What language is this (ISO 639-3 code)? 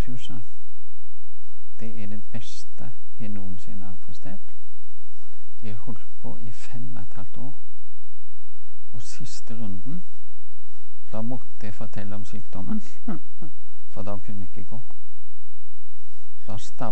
nor